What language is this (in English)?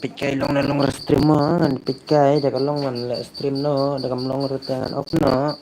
Khasi